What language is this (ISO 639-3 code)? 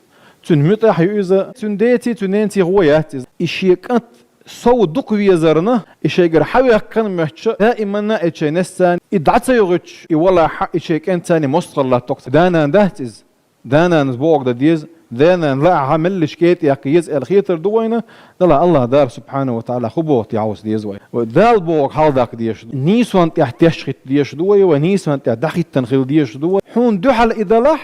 che